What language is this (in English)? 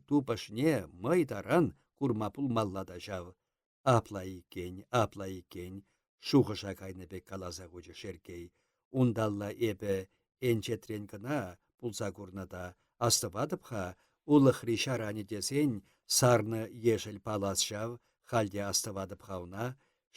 Chuvash